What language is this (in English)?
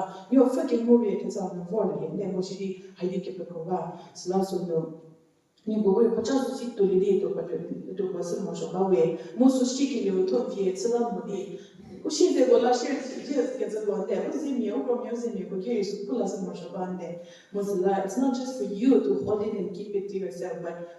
Angami Naga